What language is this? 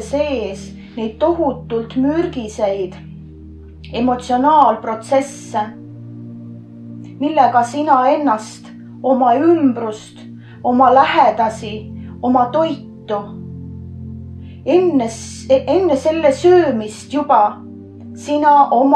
Estonian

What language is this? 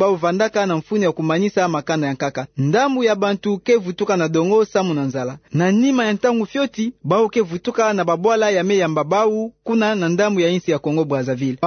Kituba (Democratic Republic of Congo)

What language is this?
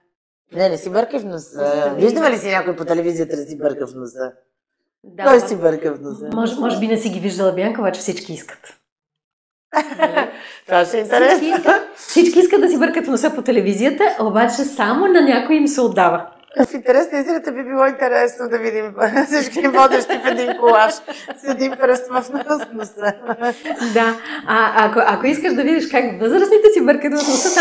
Bulgarian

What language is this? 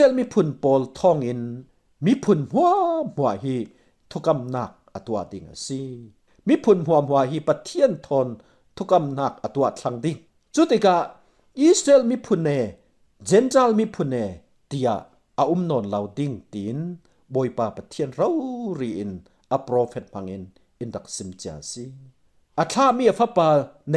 Falam Chin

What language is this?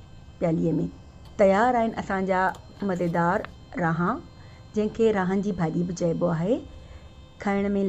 Sindhi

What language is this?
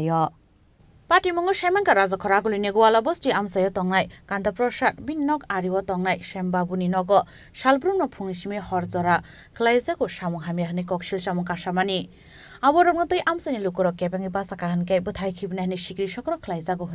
Kok Borok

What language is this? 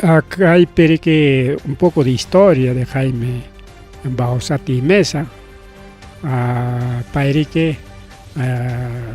Ayacucho Quechua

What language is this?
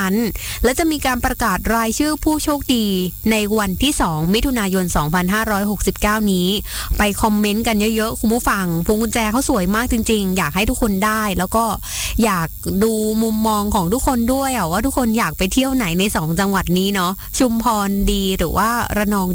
Thai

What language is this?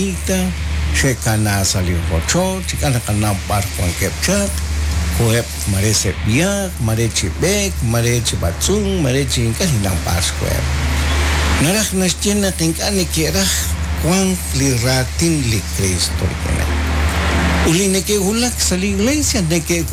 Kekchí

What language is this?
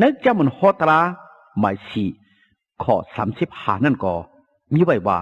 Shan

